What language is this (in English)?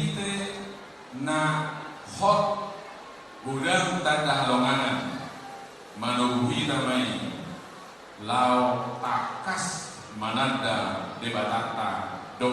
Batak Toba